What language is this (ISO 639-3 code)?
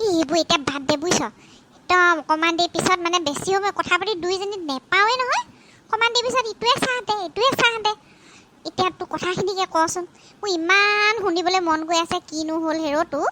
asm